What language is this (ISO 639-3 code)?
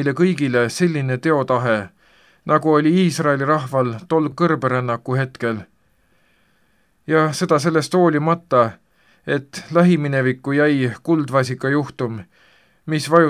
est